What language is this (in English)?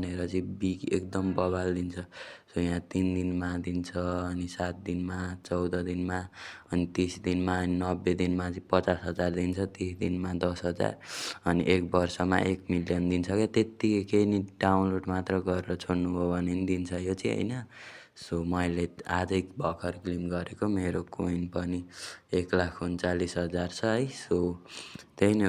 Nepali